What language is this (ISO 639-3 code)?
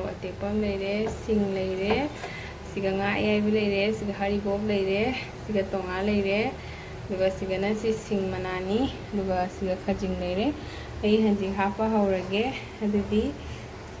mni